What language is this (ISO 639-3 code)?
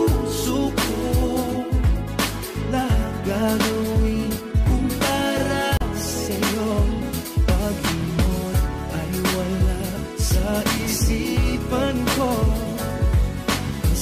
fil